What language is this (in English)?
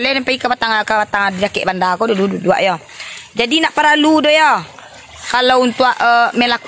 Minangkabau